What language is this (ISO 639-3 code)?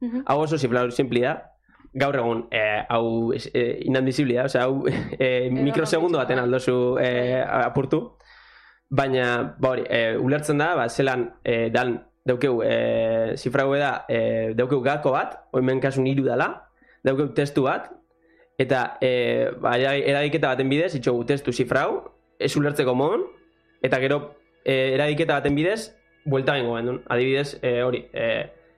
eus